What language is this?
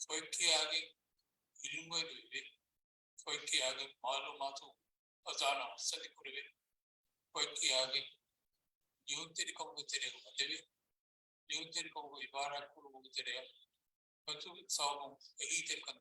Divehi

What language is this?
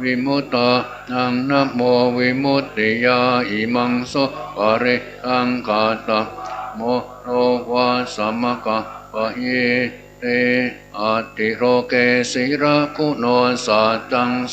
Pali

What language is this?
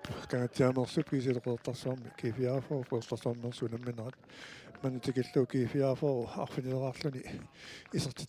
Kalaallisut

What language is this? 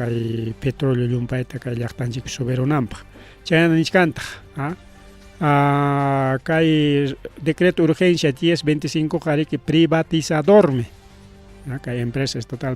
Ayacucho Quechua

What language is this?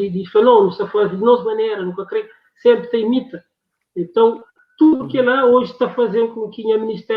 Kabuverdianu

